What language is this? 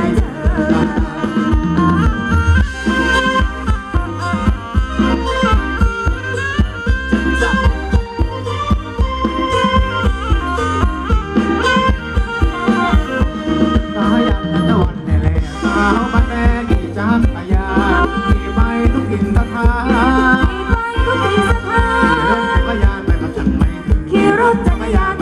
Thai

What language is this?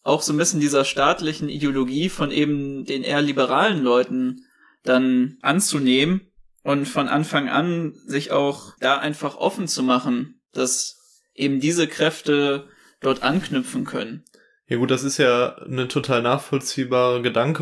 German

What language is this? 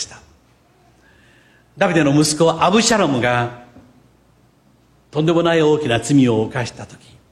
Japanese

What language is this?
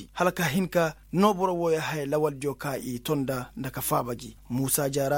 Koyraboro Senni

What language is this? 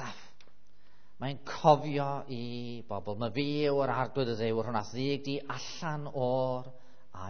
Welsh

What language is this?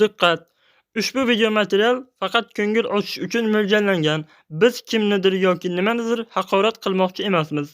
Uzbek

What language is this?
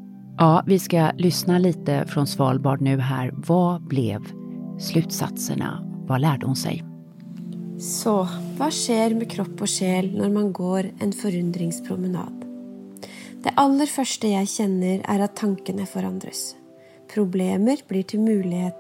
Swedish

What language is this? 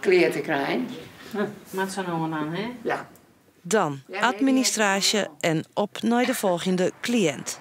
Western Frisian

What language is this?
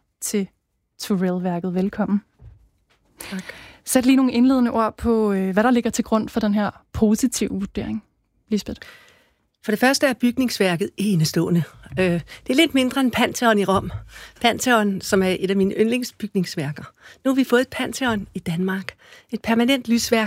Danish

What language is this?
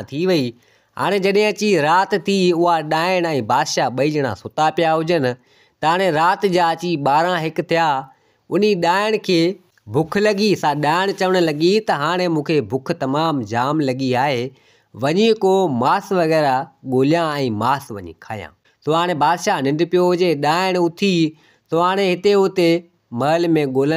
Sindhi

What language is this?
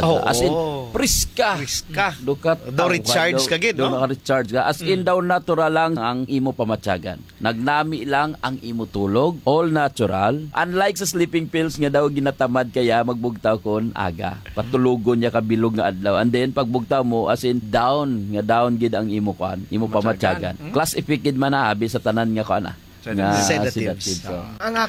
Hiligaynon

